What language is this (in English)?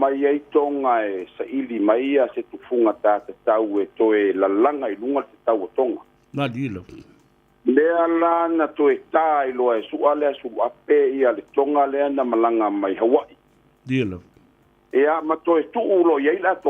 Samoan